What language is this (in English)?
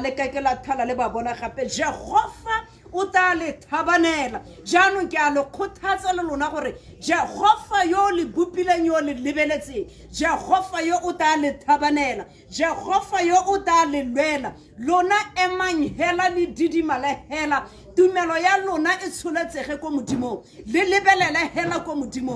Tswana